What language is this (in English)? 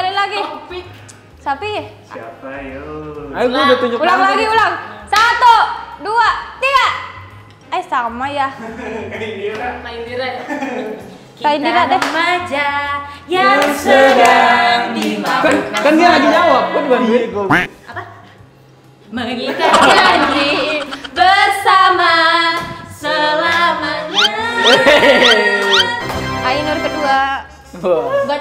Indonesian